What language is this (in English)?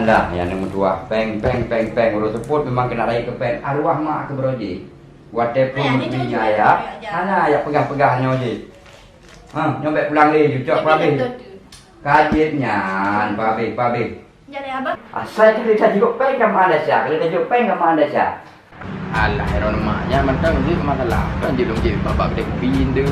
Achinese